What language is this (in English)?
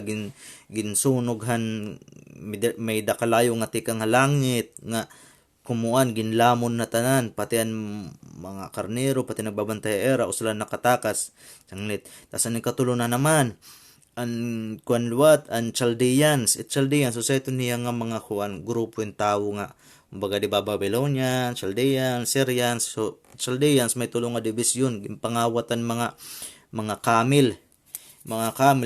Waray